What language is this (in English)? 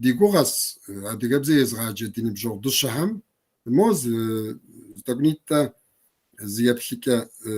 Kabardian